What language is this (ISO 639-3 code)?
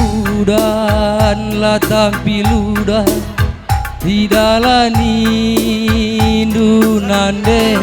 btx